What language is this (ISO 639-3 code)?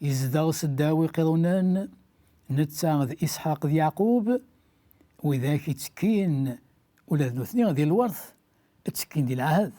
kab